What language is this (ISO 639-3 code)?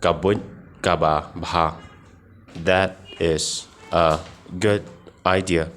kha